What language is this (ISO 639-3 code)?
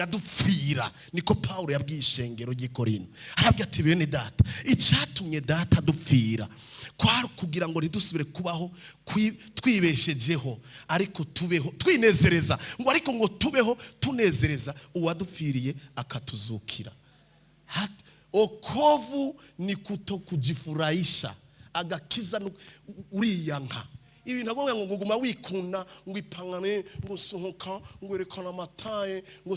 run